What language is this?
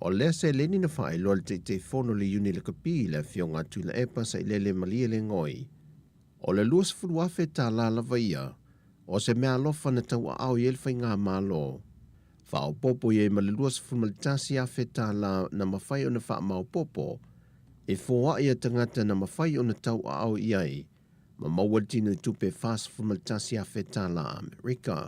Samoan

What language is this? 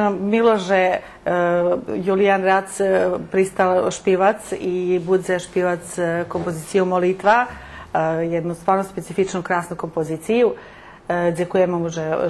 Rusyn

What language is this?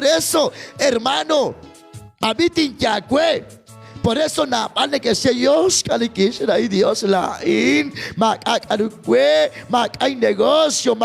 Kekchí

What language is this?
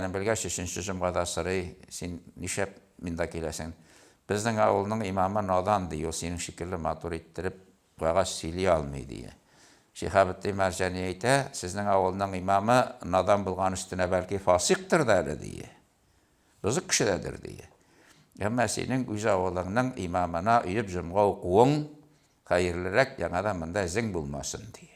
Tatar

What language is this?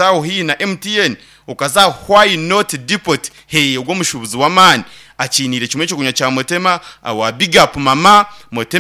Nyankole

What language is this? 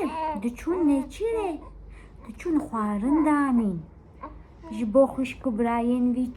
Kurdish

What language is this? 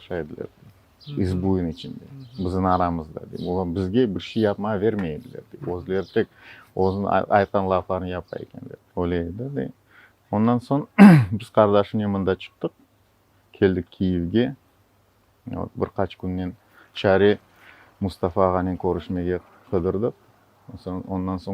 Crimean Tatar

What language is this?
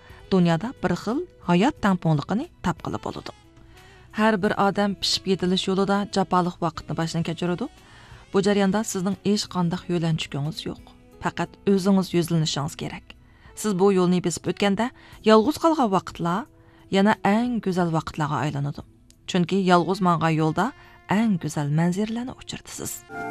Uyghur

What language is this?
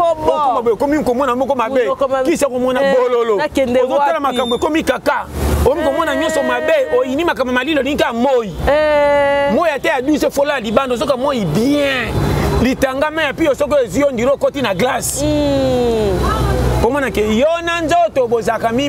Lingala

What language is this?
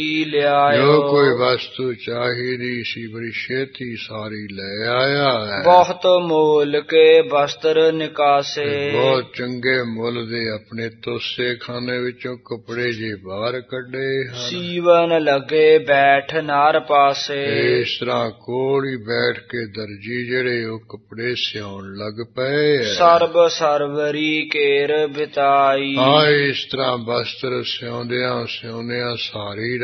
Punjabi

